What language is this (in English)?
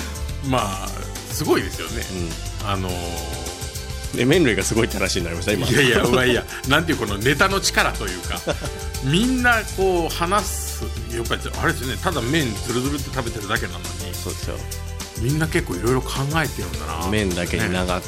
Japanese